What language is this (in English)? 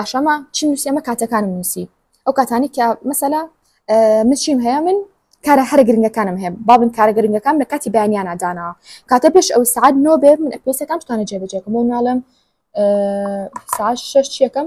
Central Kurdish